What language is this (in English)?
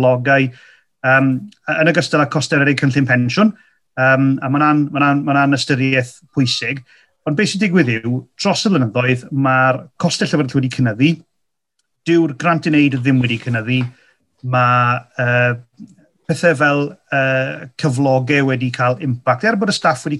Welsh